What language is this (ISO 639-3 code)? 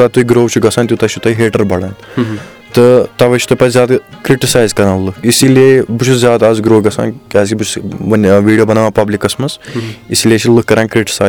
kas